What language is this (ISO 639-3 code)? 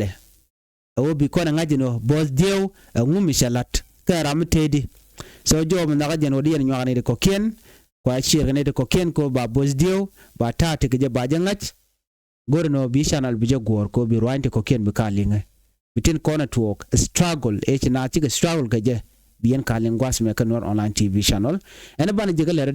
nus